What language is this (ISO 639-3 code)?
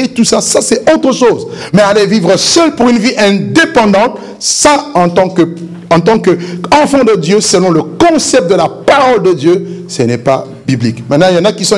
fra